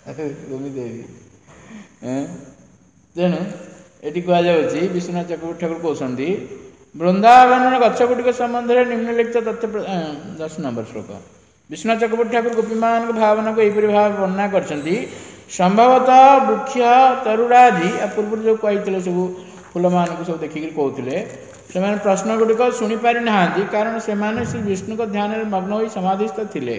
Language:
Odia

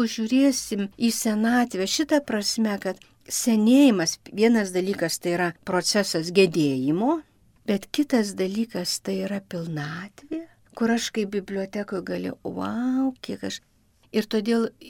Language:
Lithuanian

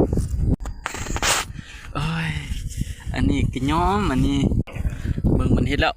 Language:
Lao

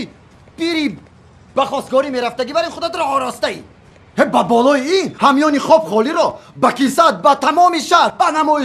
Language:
Tajik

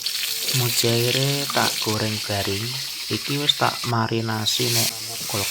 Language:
Javanese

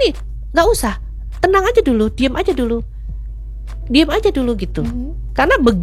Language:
Indonesian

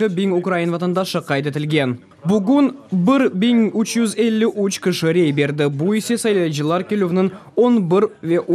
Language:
Crimean Tatar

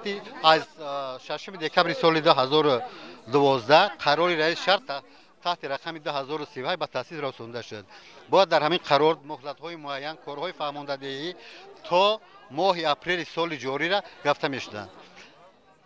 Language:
Tajik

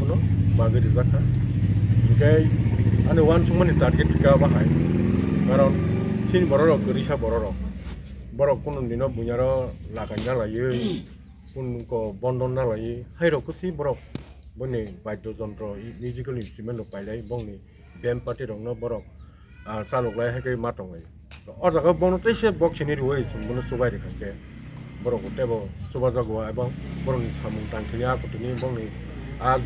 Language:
Kok Borok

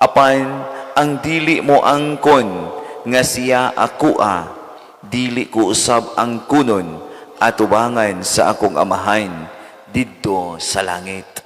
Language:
Cebuano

